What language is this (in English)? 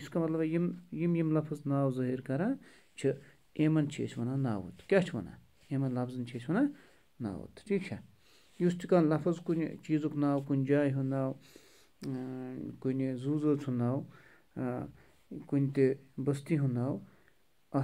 Kashmiri